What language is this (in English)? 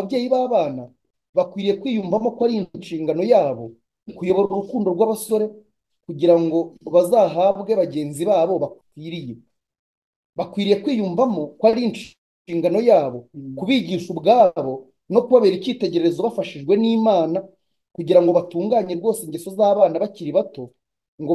Kinyarwanda